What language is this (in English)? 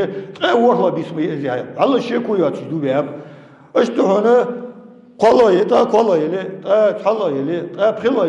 Ingush